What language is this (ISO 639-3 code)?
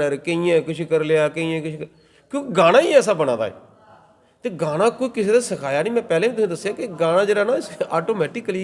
doi